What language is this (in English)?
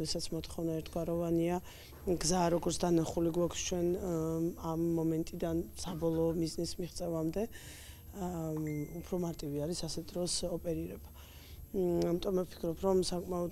Georgian